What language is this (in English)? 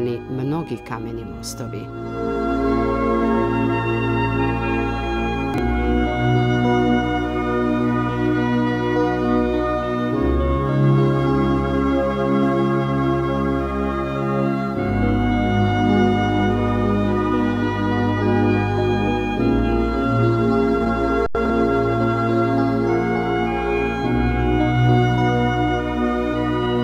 Serbian